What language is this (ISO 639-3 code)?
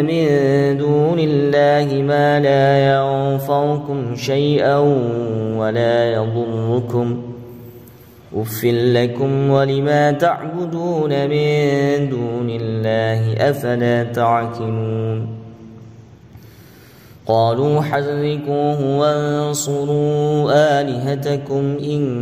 ara